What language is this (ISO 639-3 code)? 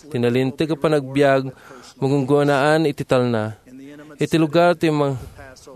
ilo